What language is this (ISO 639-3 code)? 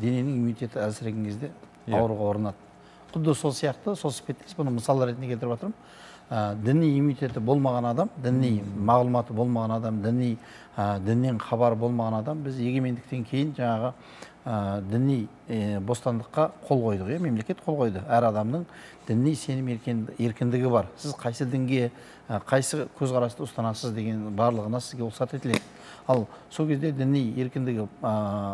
kaz